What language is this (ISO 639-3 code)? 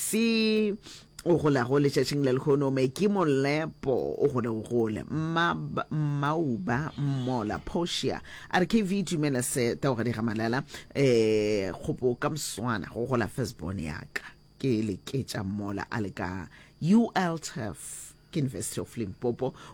nso